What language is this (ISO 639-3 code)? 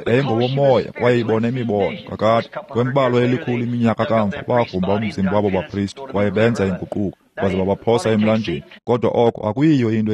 xho